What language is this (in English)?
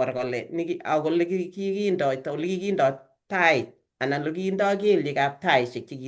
Kalenjin